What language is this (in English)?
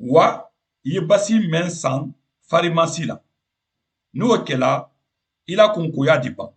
Mandingo